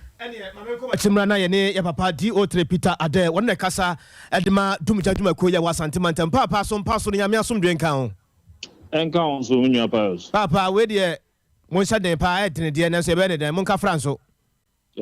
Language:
Akan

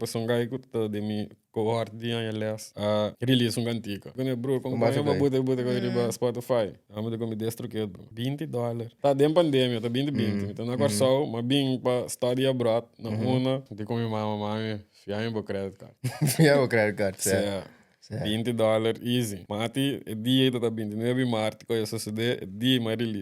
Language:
Papiamento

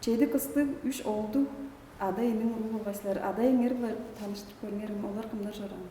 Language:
Tuvinian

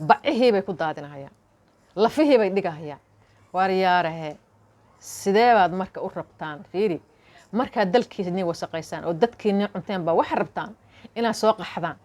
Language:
Somali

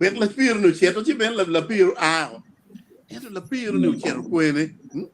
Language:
Acoli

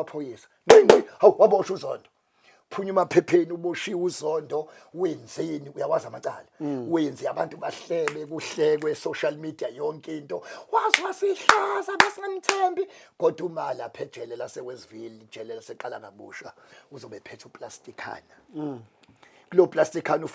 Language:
Zulu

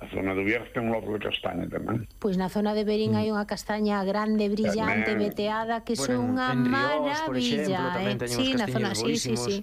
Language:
Galician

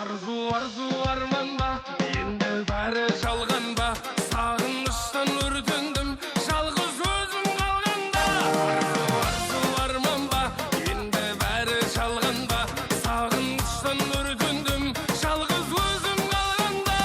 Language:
Kara-Kalpak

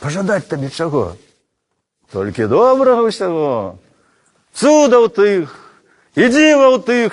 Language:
Belarusian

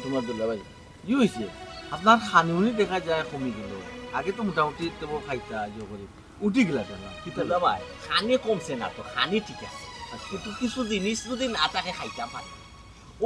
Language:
Sylheti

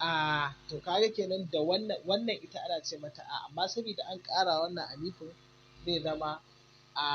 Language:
Hausa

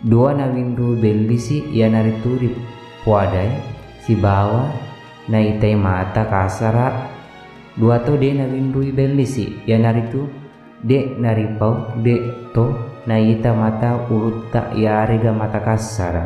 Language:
Buginese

